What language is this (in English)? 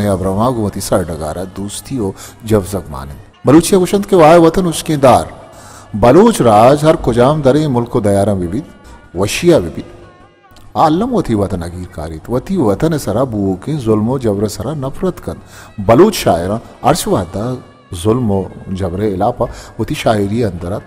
Baluchi